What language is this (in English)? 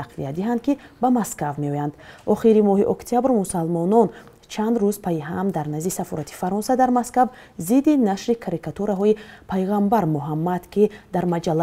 Tajik